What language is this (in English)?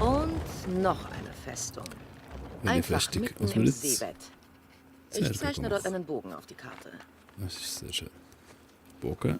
Swiss German